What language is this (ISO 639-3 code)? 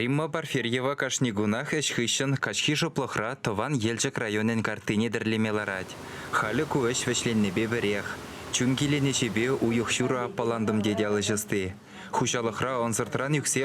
chv